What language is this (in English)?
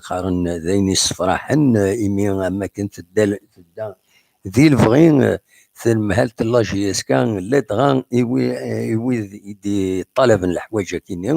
Kabyle